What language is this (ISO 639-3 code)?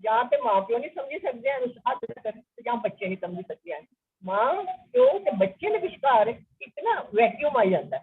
doi